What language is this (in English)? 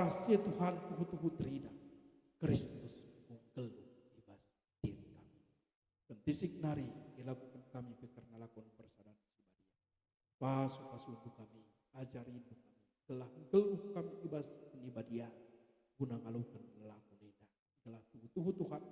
Batak Karo